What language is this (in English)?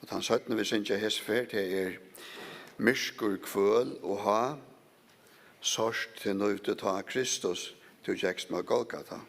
Faroese